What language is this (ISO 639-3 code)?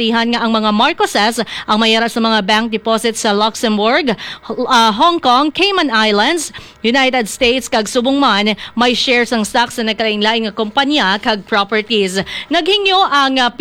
hil